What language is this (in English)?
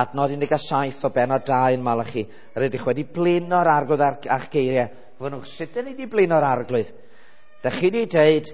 Welsh